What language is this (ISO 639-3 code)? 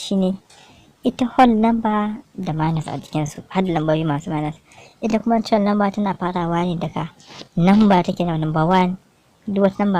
hau